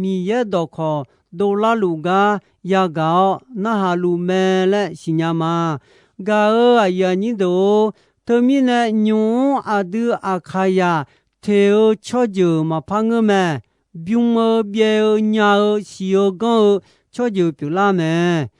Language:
Akha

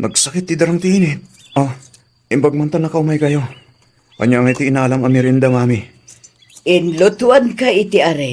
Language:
Iloko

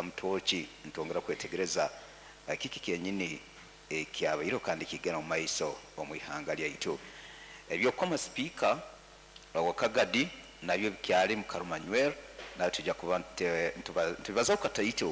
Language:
Nyoro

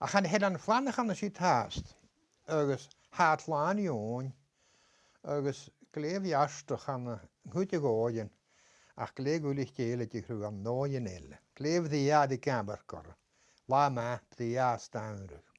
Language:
Scottish Gaelic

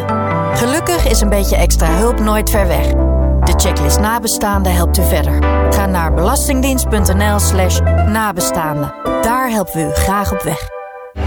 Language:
Dutch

